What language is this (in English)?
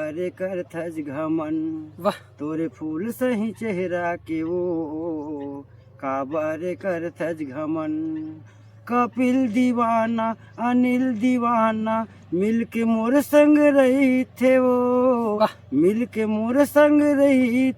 Chhattisgarhi